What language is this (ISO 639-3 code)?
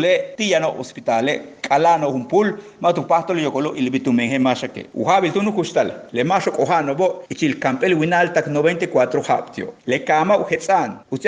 yua